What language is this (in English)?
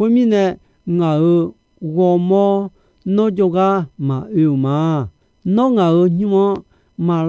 Akha